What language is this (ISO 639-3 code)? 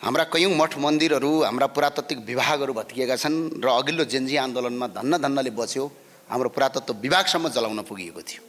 nep